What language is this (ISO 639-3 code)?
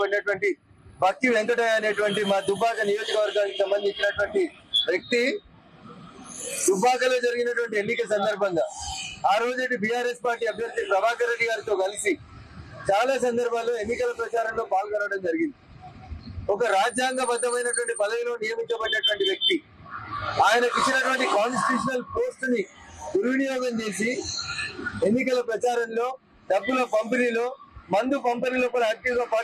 tel